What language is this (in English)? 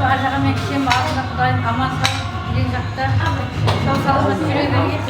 Kara-Kalpak